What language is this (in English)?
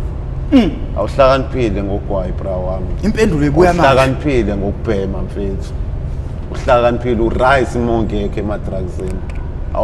Zulu